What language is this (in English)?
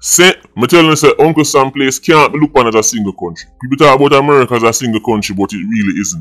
Jamaican Creole English